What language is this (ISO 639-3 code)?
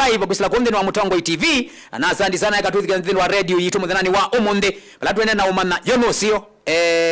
kam